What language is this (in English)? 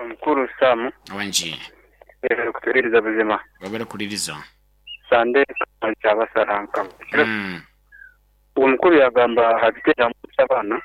Nyoro